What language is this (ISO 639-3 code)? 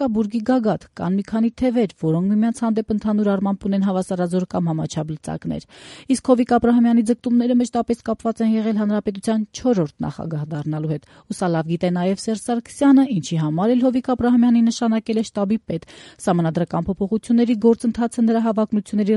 hye